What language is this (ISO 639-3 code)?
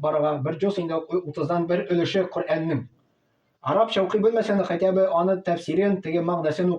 tat